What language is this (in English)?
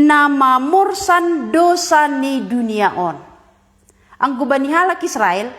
Batak Simalungun